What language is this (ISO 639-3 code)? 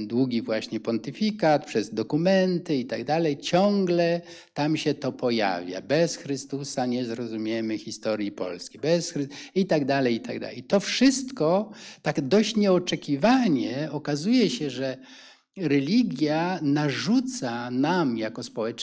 pol